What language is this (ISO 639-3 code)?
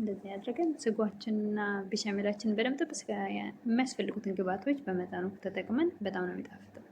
amh